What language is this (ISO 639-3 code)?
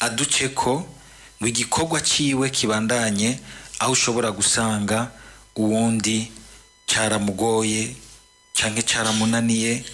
run